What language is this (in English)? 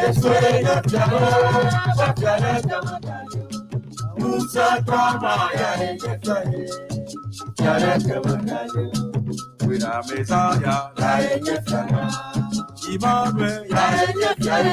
Ewe